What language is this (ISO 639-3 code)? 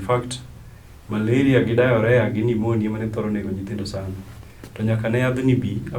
luo